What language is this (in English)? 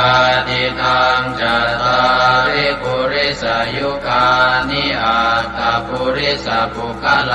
Pali